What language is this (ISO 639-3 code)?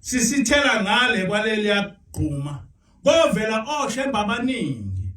zul